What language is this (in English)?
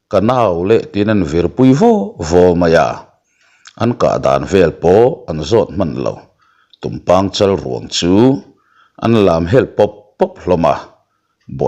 Mizo